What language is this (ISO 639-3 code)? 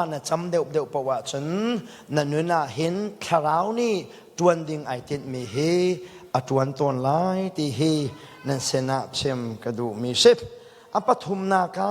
cnh